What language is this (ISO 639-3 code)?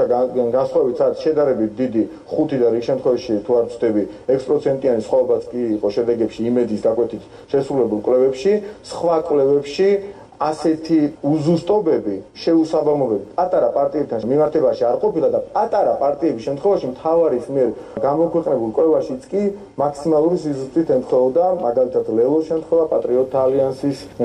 kat